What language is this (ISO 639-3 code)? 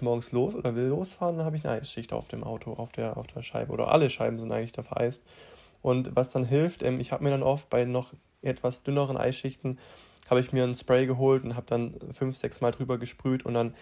deu